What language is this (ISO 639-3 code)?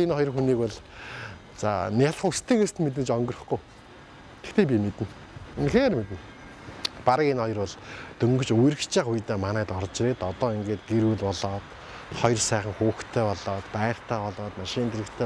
mon